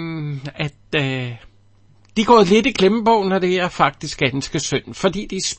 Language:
Danish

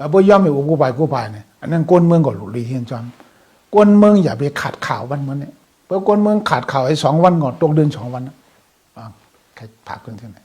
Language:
Shan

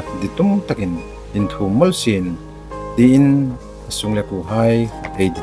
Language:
Hmar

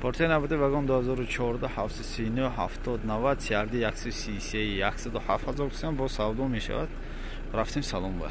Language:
Tajik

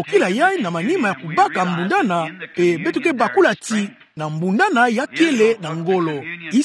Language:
Kituba (Democratic Republic of Congo)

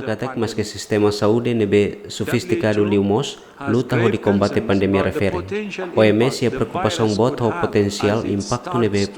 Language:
Tetum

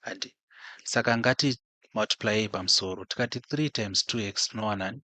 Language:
Shona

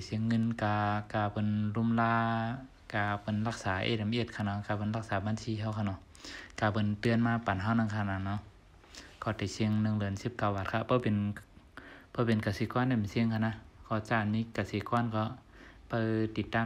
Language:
Shan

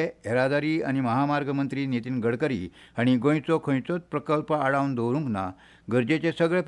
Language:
Konkani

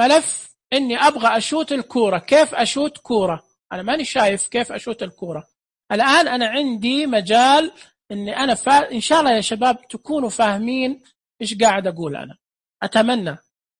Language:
Najdi Arabic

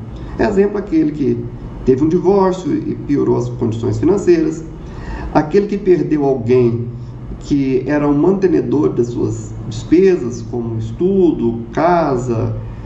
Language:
Portuguese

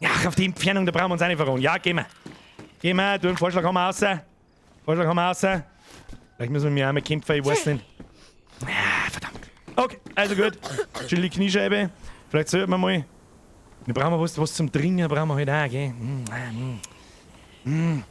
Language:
Bavarian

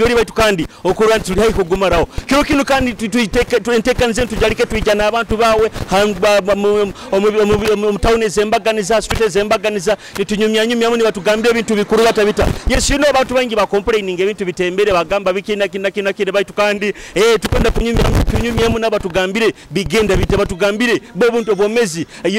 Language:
Nyoro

